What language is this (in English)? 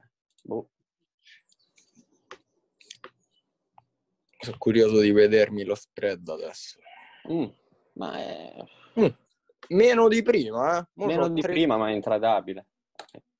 Italian